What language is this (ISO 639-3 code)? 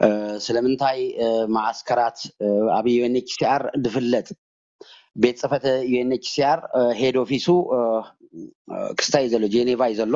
tir